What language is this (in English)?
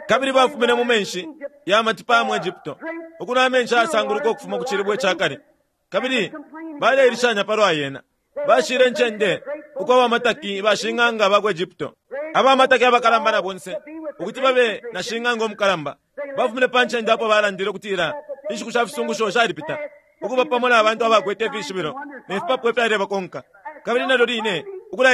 Bemba